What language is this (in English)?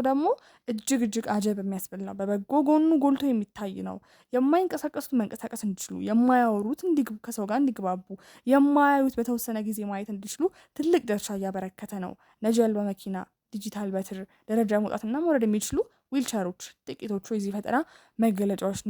Amharic